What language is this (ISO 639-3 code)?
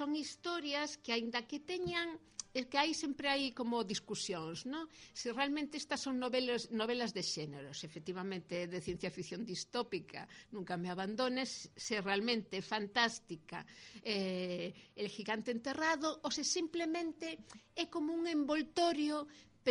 glg